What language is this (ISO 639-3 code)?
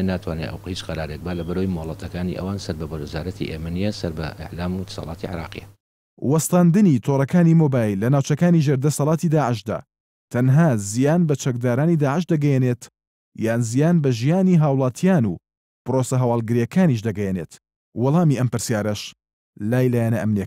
ckb